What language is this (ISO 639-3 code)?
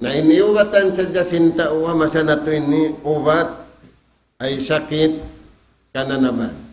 tsg